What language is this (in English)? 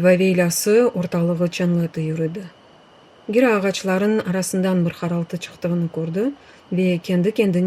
Crimean Tatar